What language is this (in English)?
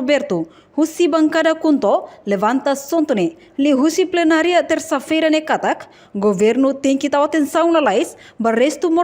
Tetum